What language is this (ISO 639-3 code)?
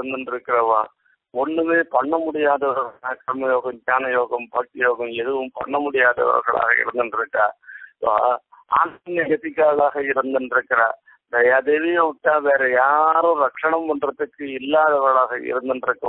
tam